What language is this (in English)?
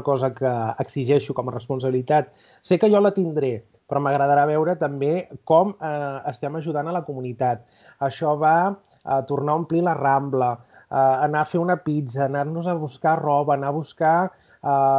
Catalan